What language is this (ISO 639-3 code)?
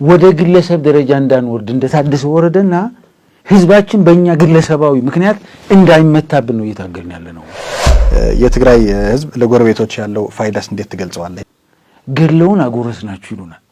amh